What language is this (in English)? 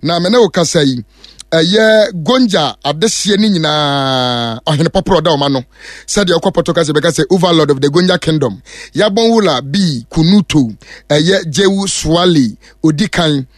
Akan